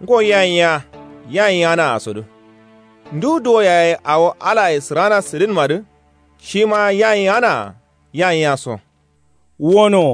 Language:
Kanuri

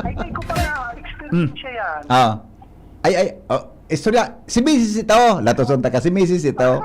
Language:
Bikol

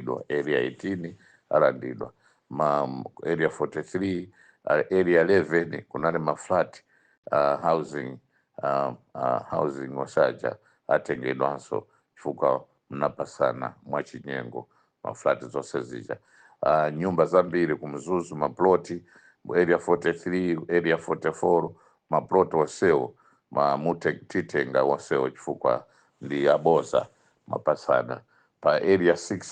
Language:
Nyanja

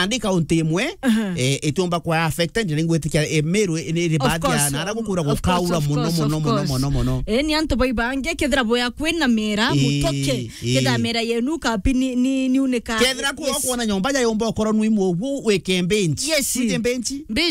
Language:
Meru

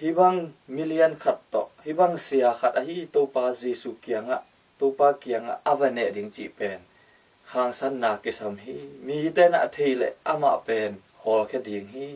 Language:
Tedim Chin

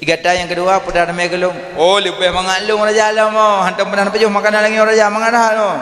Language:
Achinese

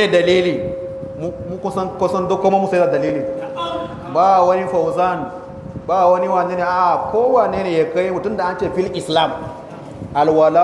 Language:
Hausa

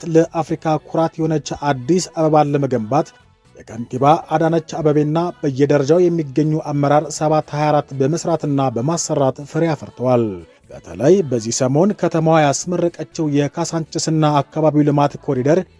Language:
Amharic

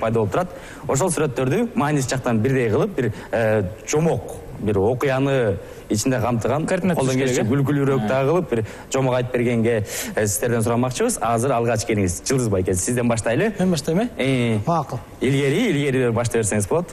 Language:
Kyrgyz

